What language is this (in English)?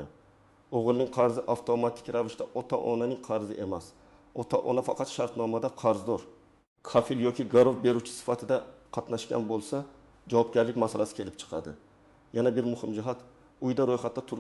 Uzbek